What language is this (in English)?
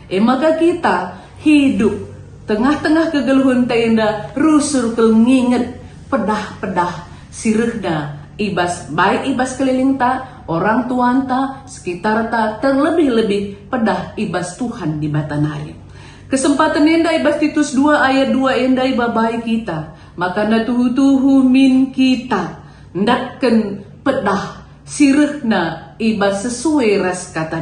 Batak Karo